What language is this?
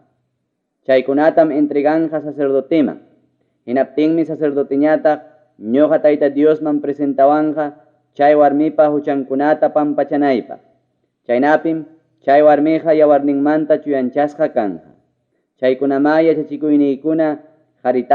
Ayacucho Quechua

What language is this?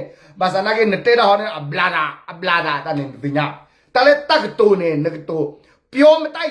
S'gaw Karen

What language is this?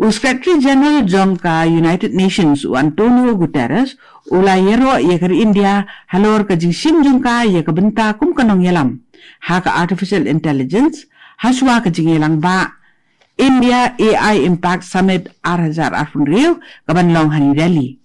Khasi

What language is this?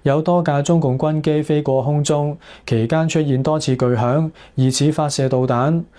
Cantonese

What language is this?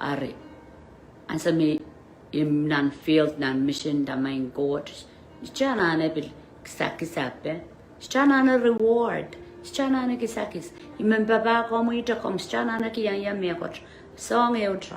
Pohnpeian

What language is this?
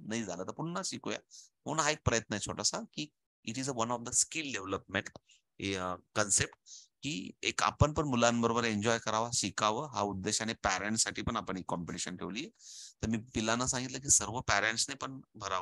Marathi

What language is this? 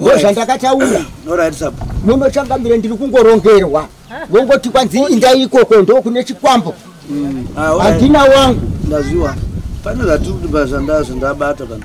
Shona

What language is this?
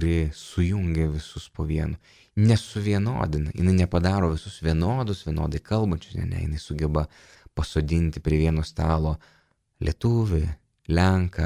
Lithuanian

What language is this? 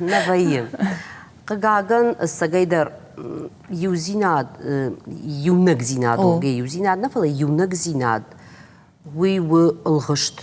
Ossetic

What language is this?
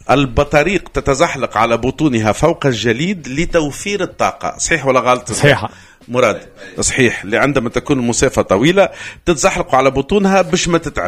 Tunisian Arabic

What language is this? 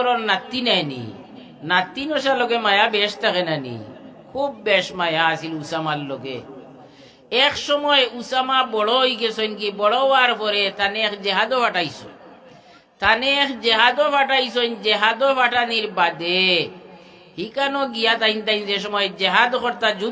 Sylheti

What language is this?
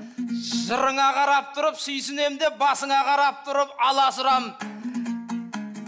Kazakh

